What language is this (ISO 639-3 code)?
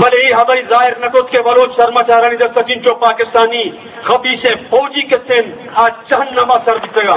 bgp